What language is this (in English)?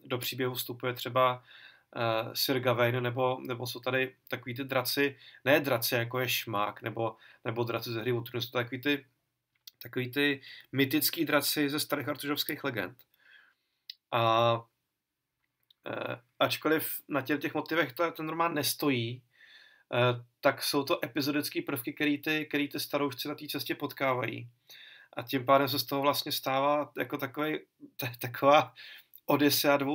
Czech